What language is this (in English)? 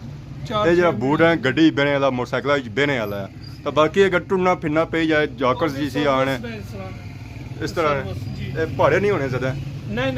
Pahari-Potwari